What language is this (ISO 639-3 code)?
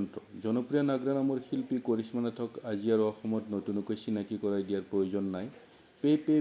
asm